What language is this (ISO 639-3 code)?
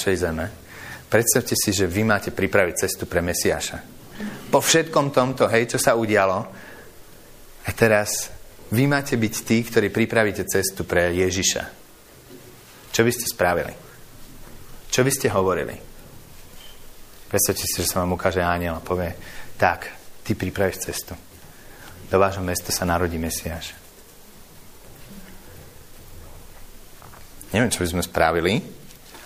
slk